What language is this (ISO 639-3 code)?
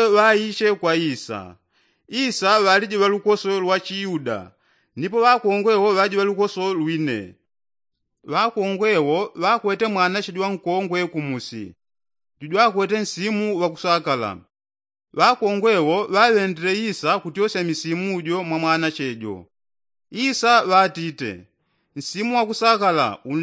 yao